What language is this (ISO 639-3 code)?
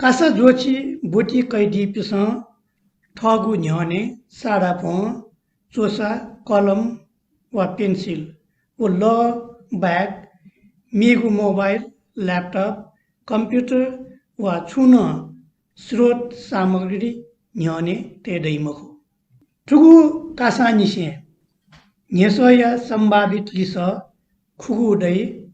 new